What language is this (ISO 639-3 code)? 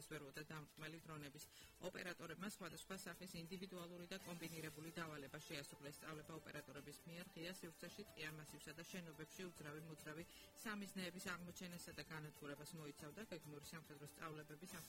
kat